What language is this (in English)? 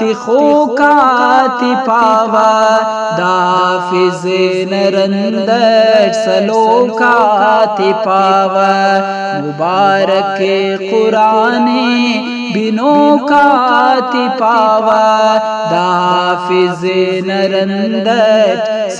Brahui